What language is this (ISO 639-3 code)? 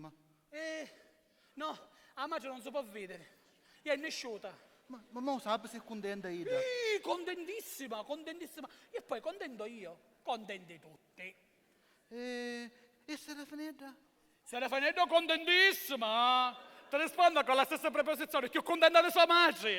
scn